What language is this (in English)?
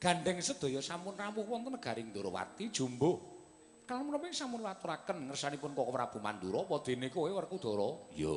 Javanese